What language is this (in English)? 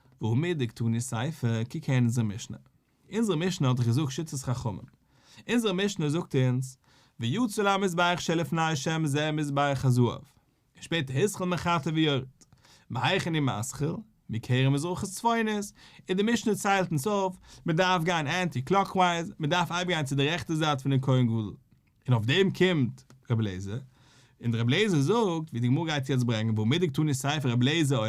Yiddish